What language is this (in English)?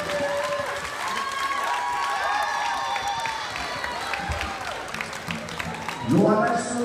Icelandic